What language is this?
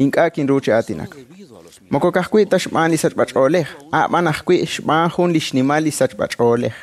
Kekchí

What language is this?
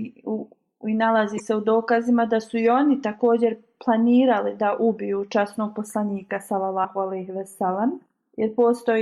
Bosnian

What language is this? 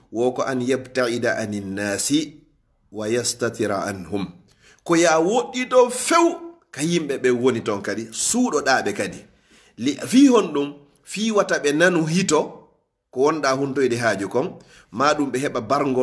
Fula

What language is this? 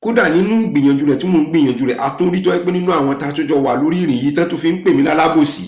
Yoruba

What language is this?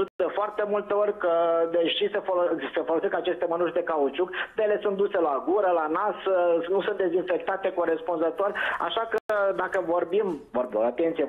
Romanian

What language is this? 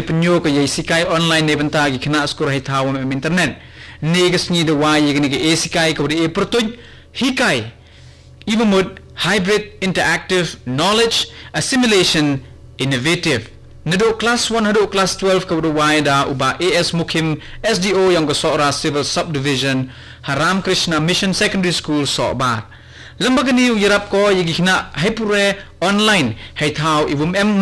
Khasi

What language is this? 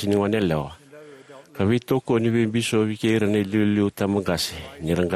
Fijian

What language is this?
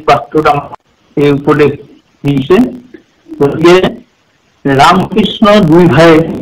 Assamese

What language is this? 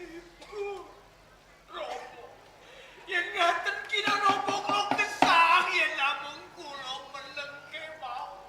Javanese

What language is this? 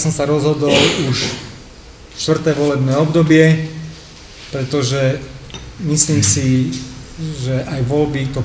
Slovak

